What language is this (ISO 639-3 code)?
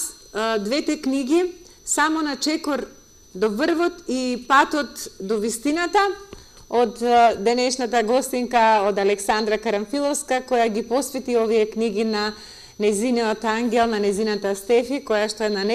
mkd